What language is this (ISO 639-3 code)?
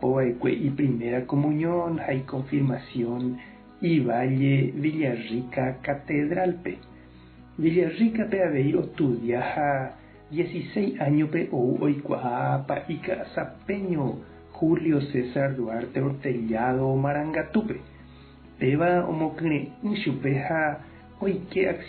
grn